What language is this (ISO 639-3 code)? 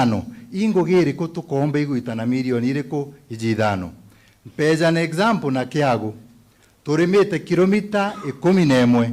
mer